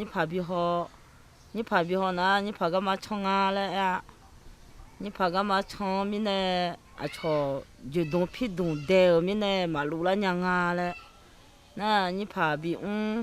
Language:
Akha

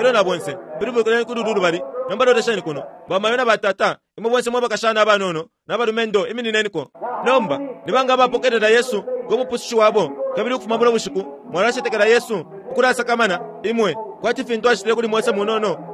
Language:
Bemba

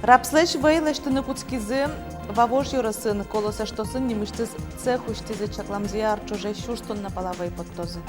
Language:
Udmurt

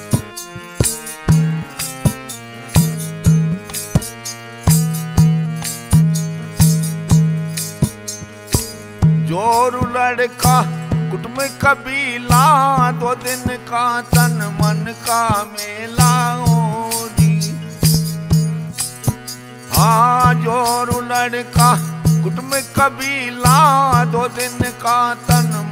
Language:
Hindi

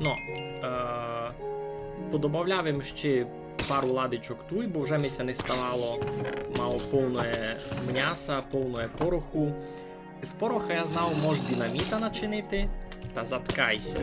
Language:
Rusyn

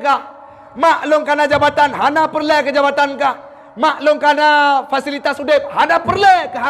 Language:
Achinese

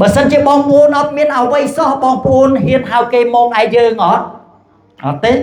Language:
Khmer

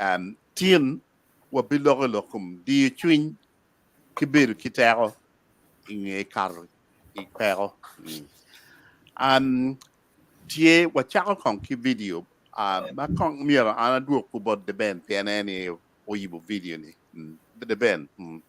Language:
Acoli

